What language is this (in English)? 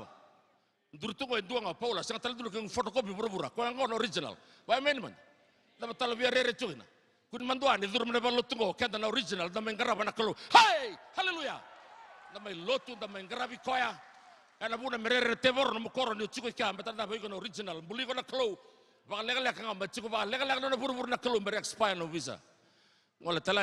Fijian